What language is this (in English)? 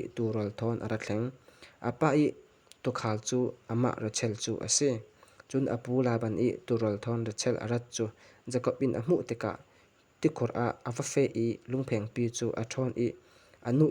Falam Chin